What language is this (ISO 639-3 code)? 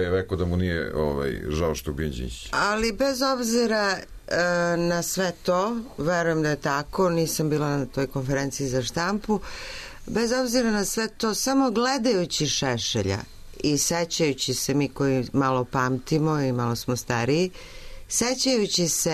srp